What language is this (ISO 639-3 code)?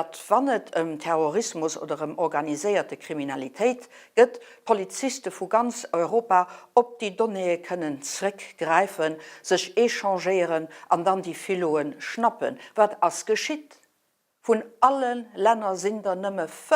ltz